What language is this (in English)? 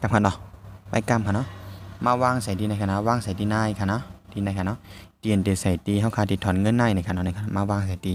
Shan